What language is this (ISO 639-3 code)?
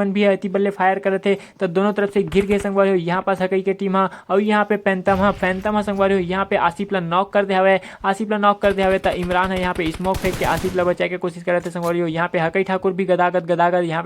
hne